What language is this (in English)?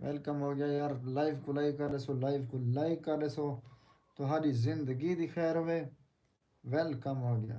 Saraiki